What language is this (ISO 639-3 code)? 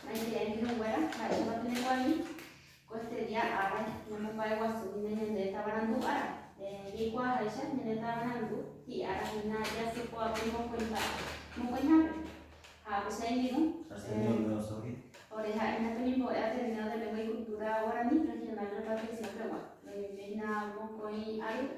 grn